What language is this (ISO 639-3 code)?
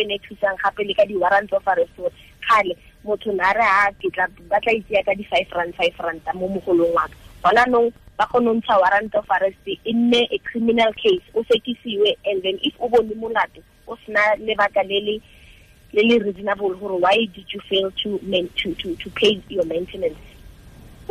tsn